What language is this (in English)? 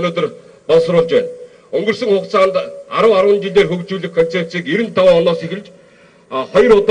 Mongolian